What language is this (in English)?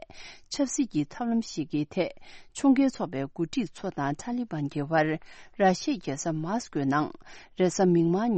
Tibetan